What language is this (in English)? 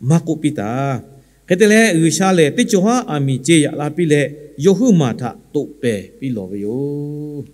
Lahu